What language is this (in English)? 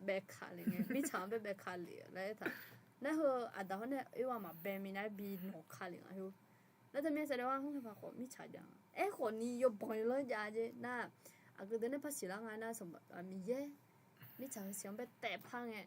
Akha